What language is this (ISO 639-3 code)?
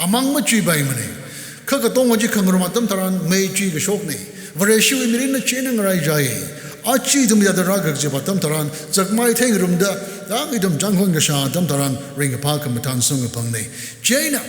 nmf